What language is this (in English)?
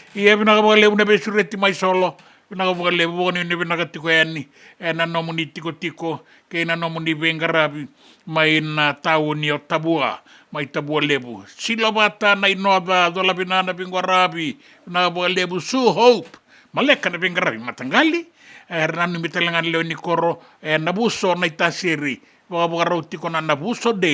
Fijian